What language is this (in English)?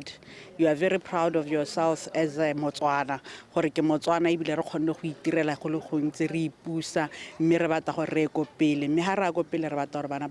Tswana